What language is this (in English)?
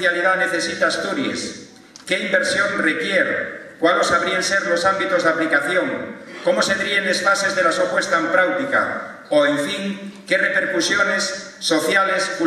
Asturian